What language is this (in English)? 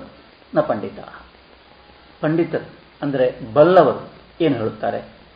Kannada